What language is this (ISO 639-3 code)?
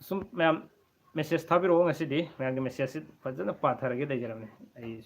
mni